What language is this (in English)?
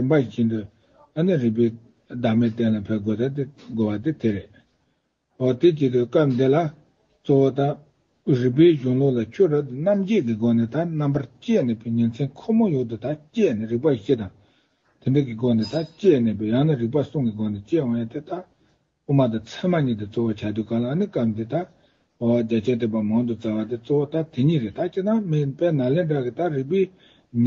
Tibetan